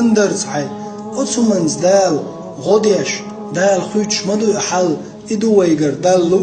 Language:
Chechen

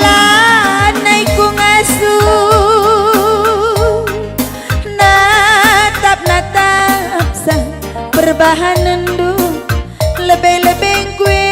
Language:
Batak Karo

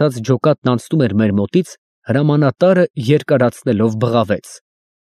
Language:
Armenian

